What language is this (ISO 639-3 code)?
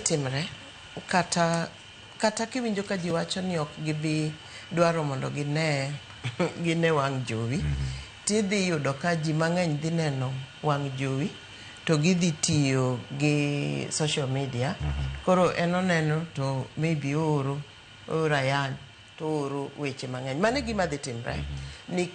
luo